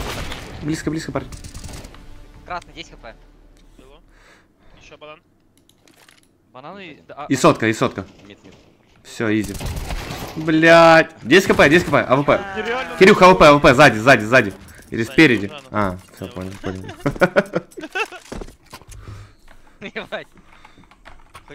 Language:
Russian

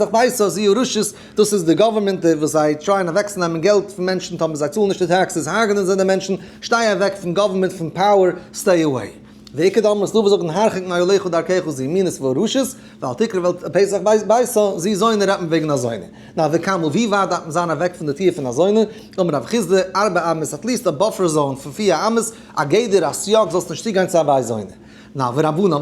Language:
Yiddish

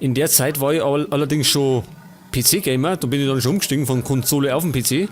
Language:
Bavarian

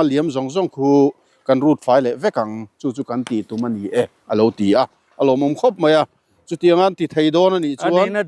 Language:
Mizo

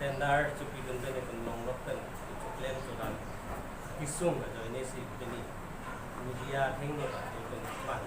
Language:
Karbi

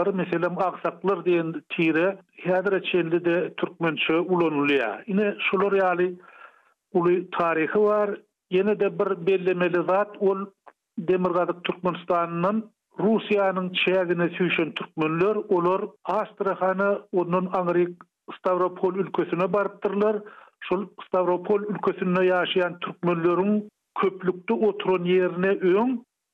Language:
Turkmen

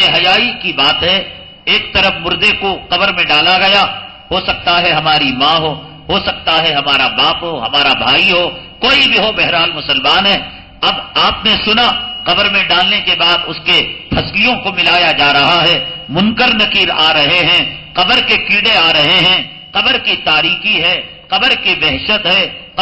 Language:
Urdu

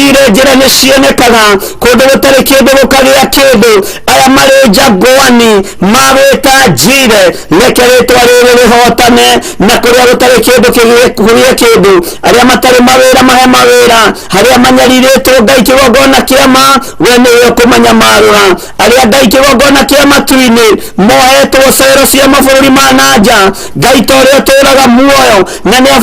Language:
Kikuyu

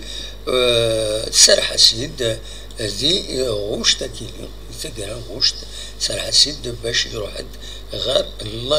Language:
Kabyle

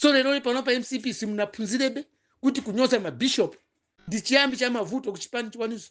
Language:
Nyanja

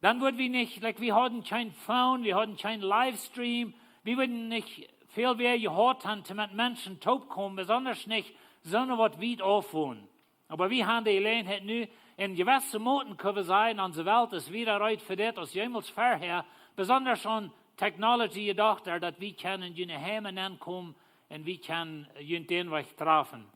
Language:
Plautdietsch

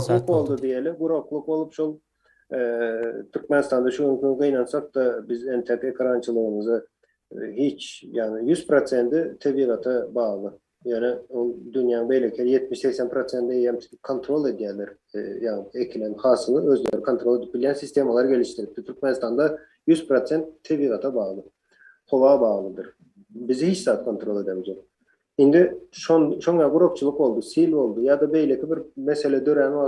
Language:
Turkmen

